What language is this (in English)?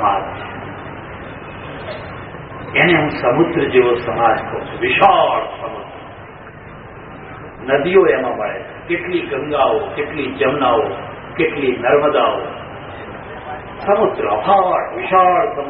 Gujarati